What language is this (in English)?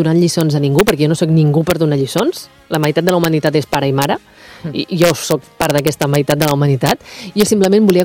Catalan